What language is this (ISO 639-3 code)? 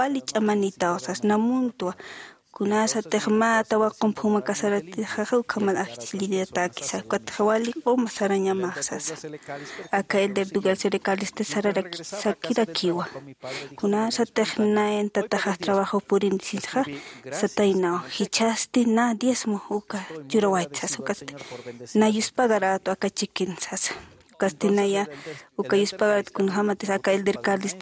aym